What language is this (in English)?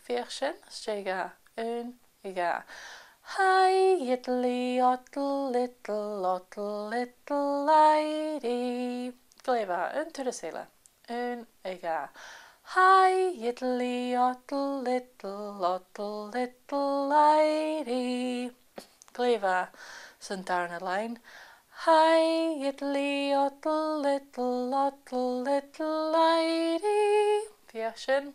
Scottish Gaelic